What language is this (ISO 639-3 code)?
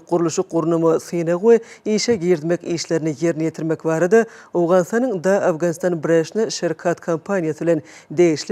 tuk